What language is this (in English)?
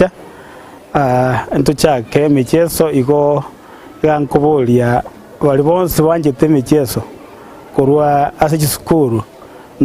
Gusii